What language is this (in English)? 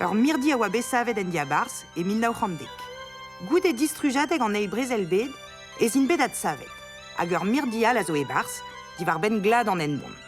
Breton